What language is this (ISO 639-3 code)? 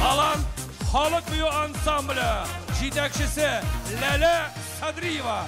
bak